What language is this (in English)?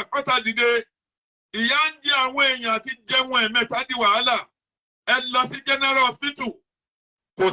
Yoruba